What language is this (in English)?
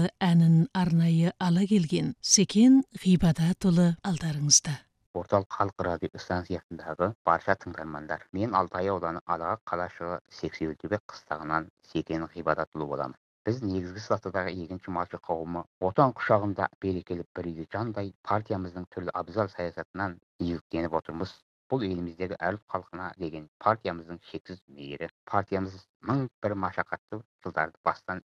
Kazakh